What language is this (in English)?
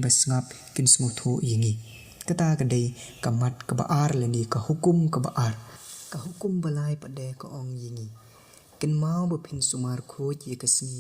Khasi